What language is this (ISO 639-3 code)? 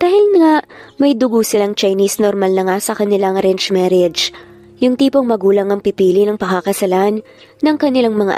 fil